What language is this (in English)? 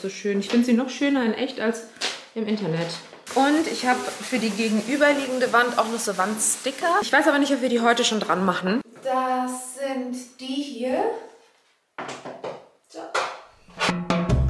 German